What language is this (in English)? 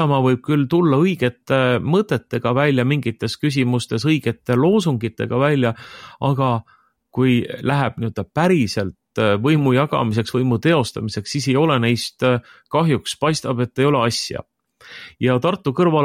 Estonian